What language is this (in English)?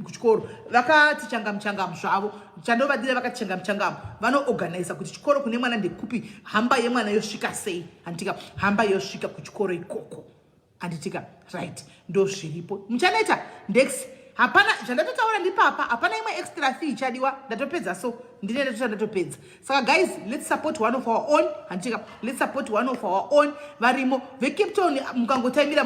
Shona